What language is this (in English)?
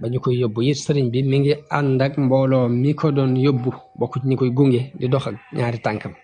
Wolof